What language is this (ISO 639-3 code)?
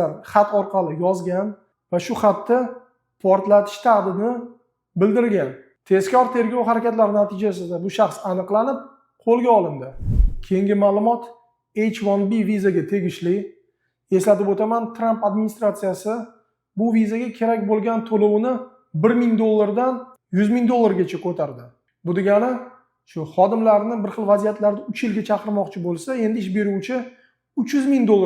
uzb